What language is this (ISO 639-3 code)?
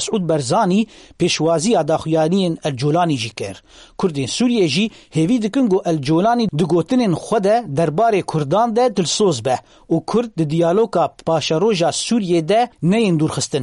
kur